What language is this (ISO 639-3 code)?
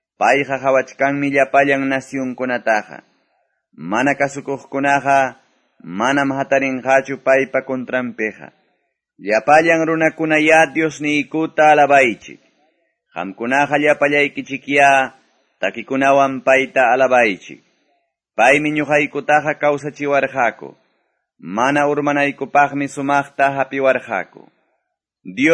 que